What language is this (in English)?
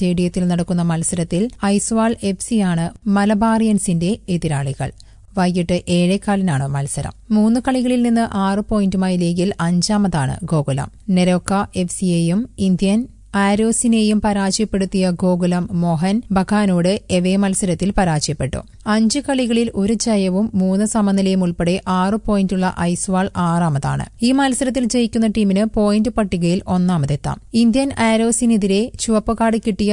Malayalam